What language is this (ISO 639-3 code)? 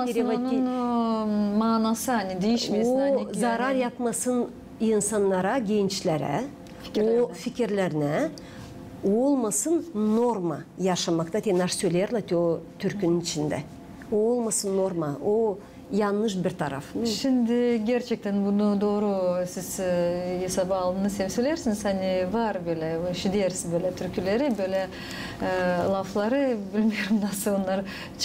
gag